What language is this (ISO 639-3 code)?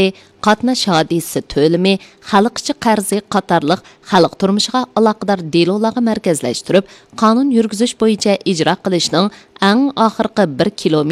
uig